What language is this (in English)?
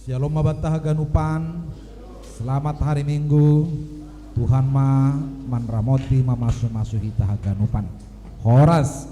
Batak Simalungun